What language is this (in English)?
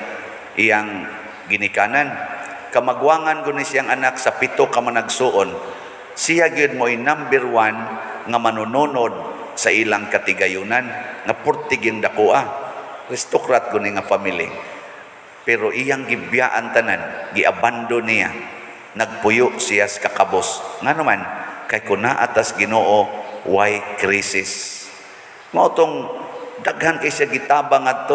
Cebuano